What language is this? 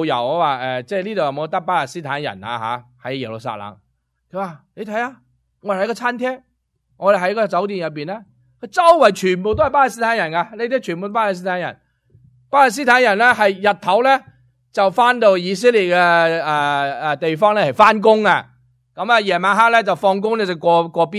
Cantonese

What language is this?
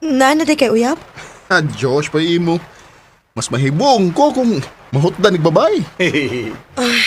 Cebuano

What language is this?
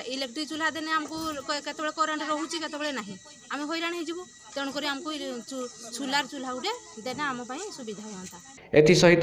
Odia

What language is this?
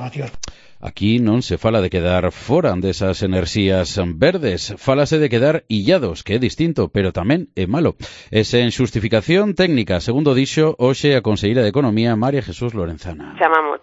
Galician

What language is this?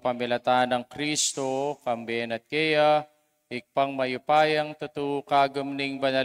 Pampanga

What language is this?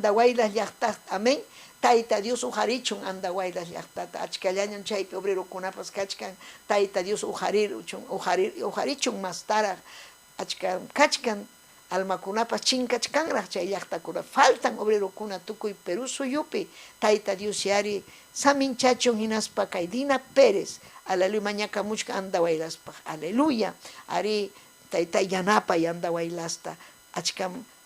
Ayacucho Quechua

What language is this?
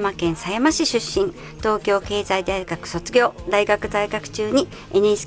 Japanese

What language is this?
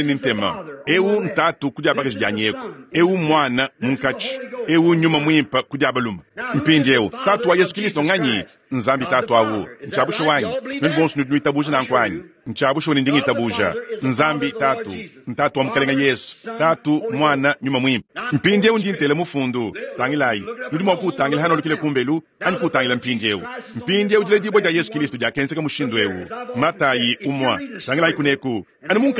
Luba-Lulua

